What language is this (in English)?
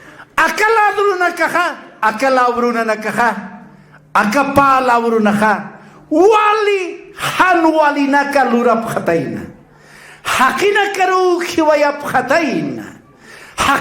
Aymara